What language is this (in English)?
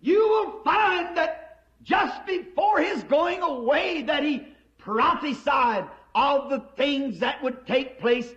Luba-Lulua